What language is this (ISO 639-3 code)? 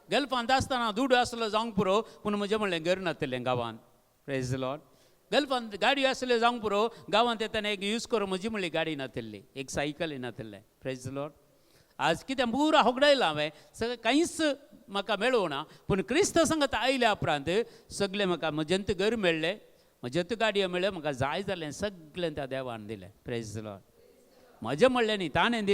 kok